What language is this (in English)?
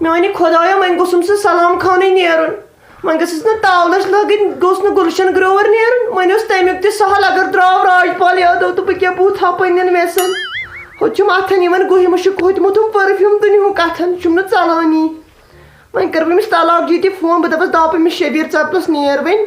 Kashmiri